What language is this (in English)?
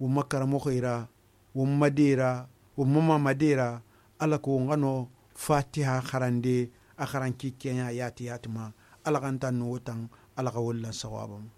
Susu